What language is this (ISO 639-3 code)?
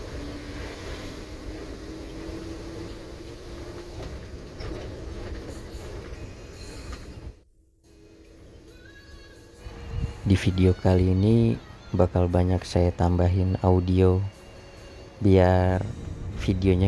ind